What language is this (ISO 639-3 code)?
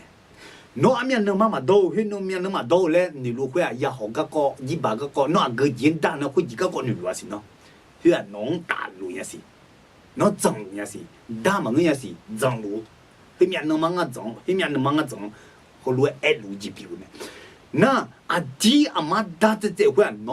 ahk